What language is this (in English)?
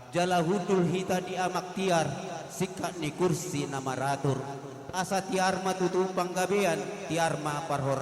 Batak Toba